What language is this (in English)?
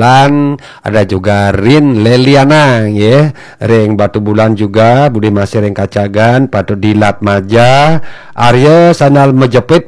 Balinese